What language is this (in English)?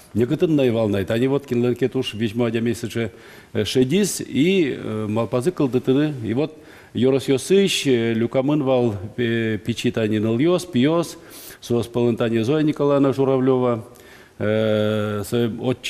Udmurt